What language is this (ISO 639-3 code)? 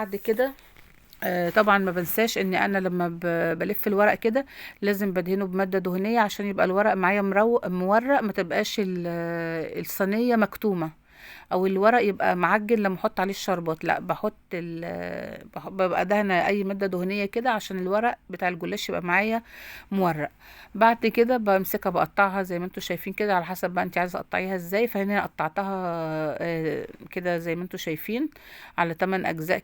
arz